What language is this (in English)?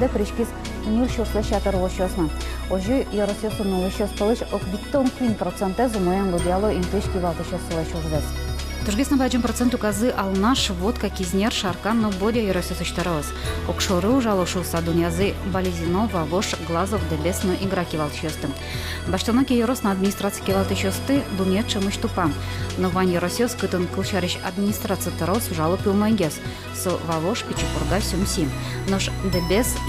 Udmurt